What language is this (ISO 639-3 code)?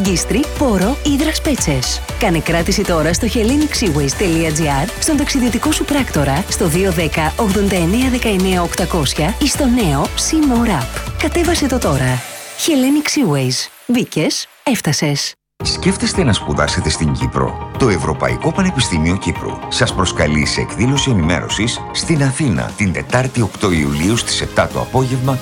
ell